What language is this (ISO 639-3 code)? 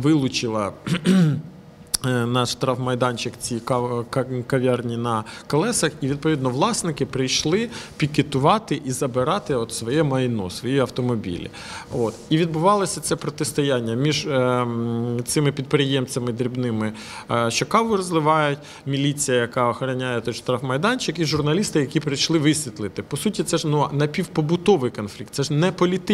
ukr